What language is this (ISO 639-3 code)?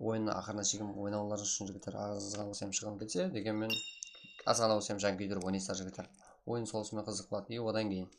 kaa